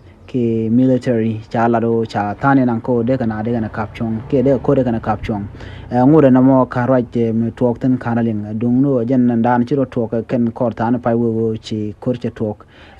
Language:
Nuer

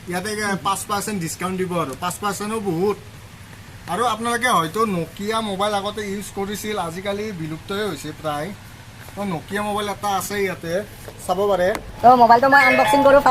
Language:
Assamese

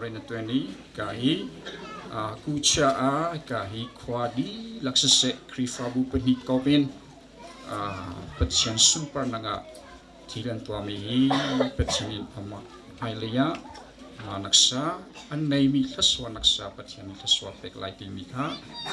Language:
Hakha Chin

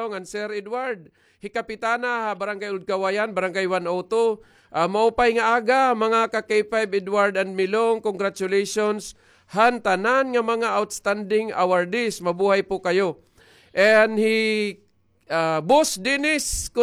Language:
Waray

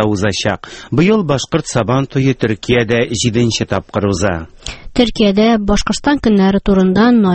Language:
Tatar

